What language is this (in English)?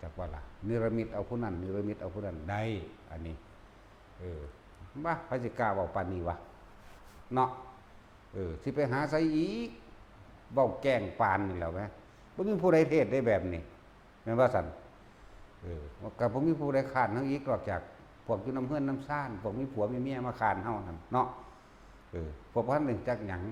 Northeastern Thai